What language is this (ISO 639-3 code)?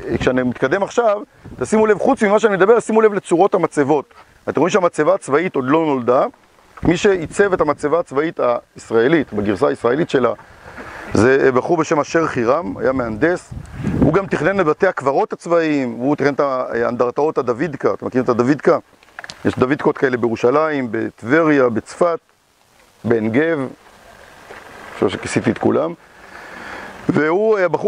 heb